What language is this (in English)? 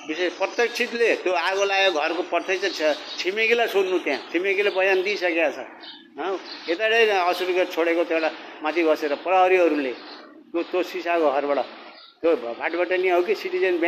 Nepali